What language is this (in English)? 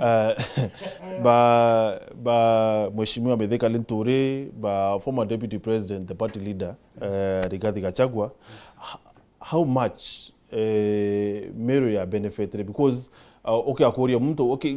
Meru